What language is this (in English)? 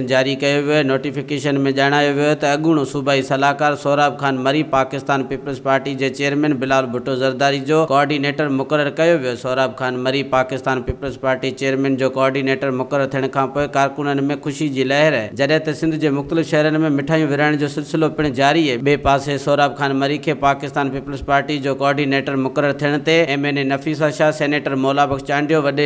Sindhi